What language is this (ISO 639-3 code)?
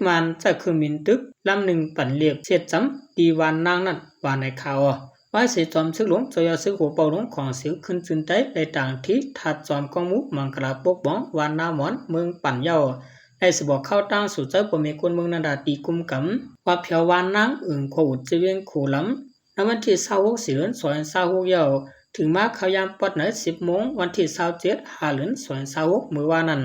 shn